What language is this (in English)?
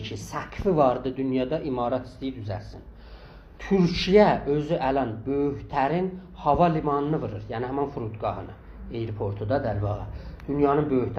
South Azerbaijani